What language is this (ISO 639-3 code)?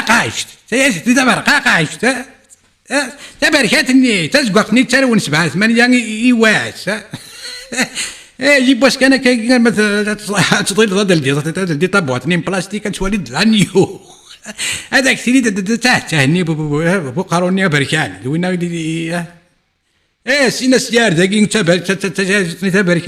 kab